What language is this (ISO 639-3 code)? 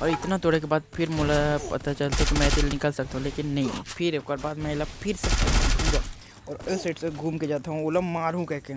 hne